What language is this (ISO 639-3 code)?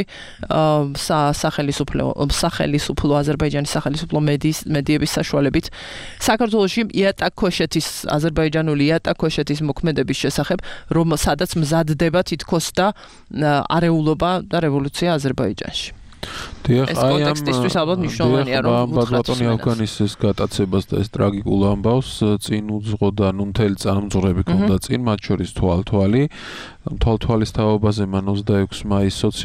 kat